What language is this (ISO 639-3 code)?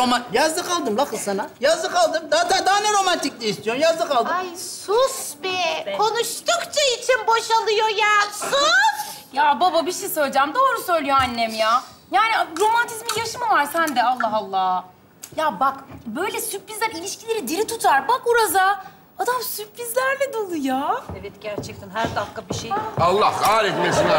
tur